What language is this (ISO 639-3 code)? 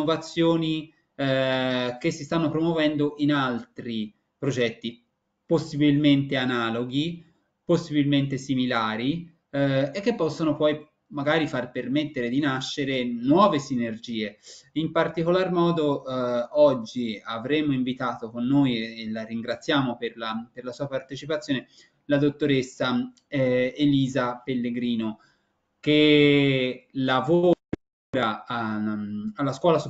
ita